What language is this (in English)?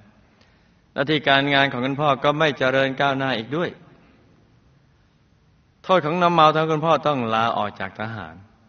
Thai